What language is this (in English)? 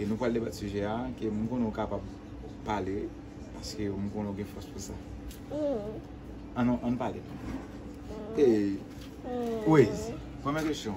Haitian Creole